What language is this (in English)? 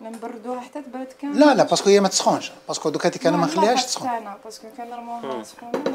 Algerian Arabic